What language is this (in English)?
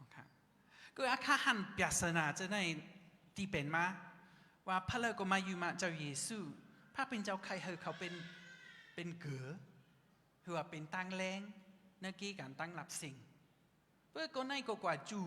Shan